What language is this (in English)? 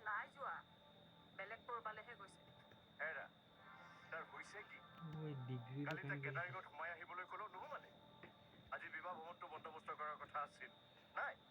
Assamese